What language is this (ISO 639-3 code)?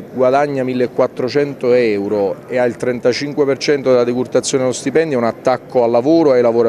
ita